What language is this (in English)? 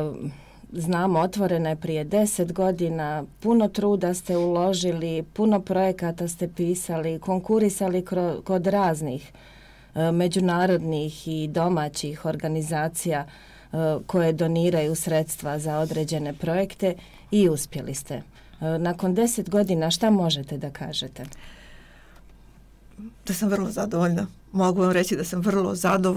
Bosnian